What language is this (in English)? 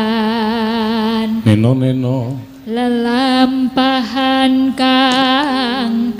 Javanese